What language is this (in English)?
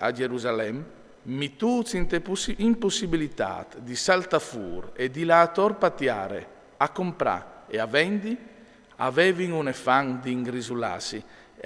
Friulian